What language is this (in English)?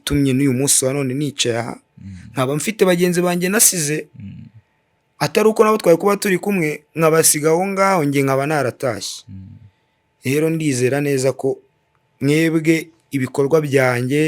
Kinyarwanda